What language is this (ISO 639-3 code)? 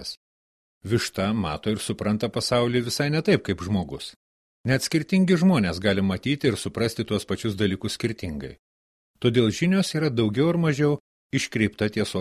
lit